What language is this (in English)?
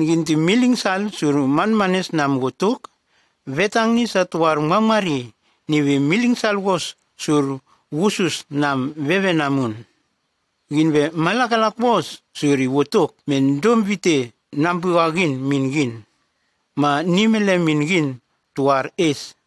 Nume